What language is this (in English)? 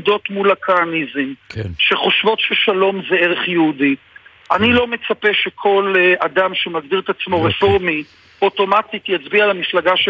Hebrew